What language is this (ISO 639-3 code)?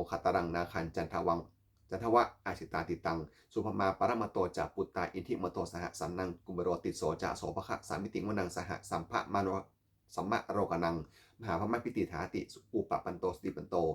pli